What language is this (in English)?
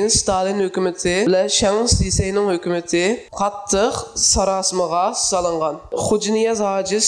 Uyghur